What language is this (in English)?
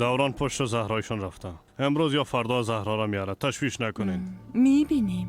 Persian